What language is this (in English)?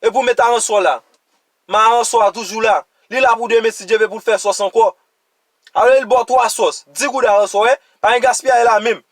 Haitian Creole